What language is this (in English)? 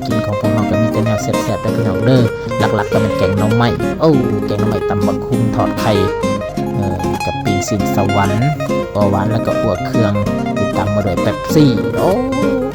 Northeastern Thai